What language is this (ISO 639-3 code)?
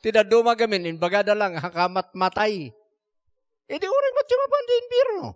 ilo